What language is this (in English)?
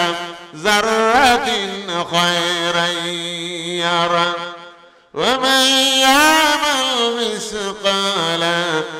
Bangla